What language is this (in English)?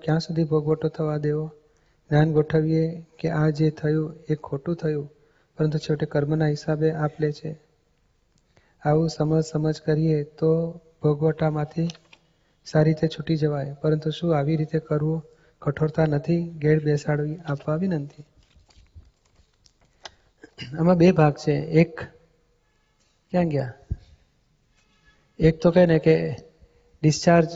Gujarati